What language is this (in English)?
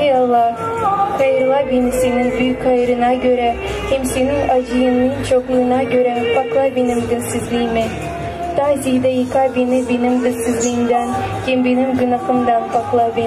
Gagauz